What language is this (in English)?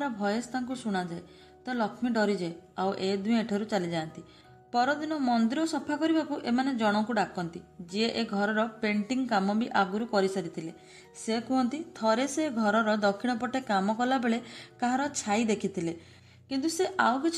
Odia